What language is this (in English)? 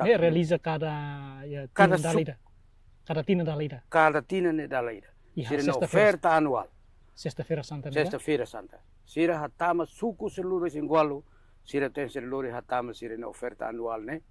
Tetum